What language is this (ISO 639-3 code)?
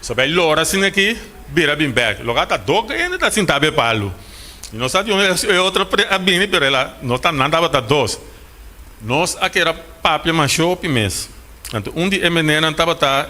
pap